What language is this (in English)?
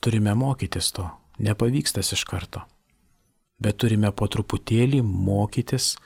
Lithuanian